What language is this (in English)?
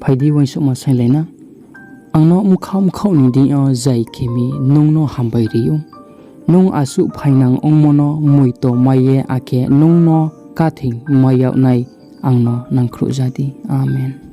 Riang (India)